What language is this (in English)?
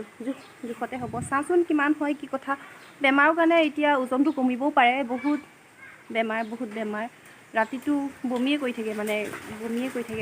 Assamese